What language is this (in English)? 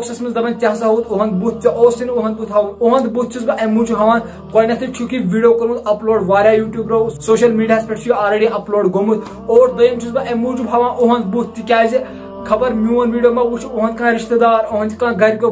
Kashmiri